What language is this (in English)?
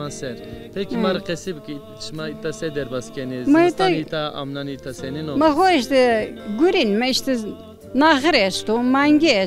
Zaza